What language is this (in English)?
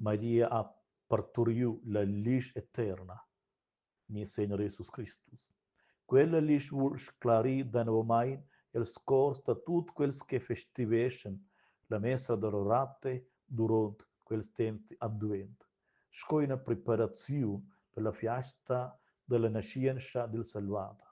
Romansh